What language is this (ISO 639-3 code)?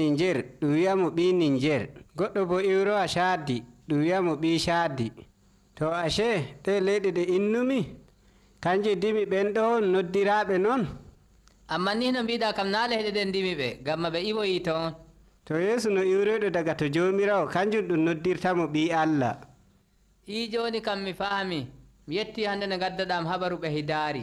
fuv